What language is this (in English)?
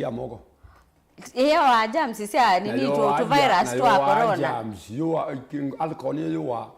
Kamba